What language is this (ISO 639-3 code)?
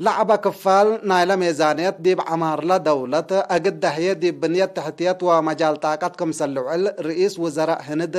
tig